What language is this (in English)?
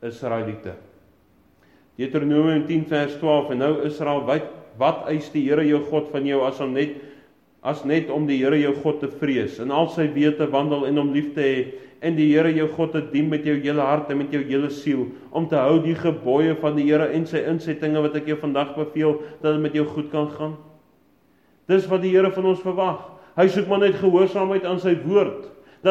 Afrikaans